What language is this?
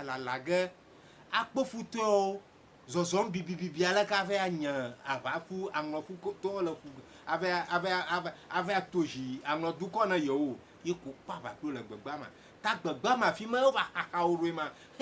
Ewe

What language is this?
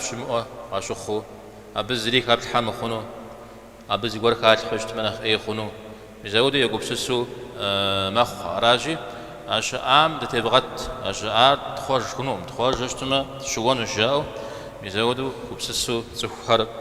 Kabardian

